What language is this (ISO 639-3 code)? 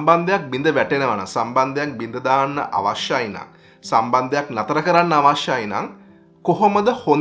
sin